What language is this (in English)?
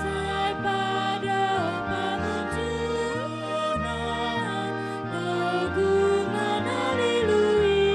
Batak Toba